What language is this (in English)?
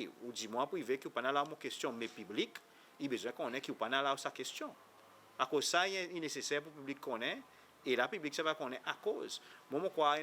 Seselwa Creole French